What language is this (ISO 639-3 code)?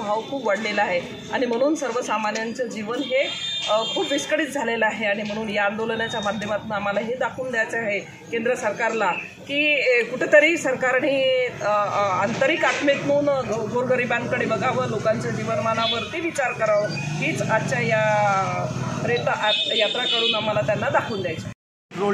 mar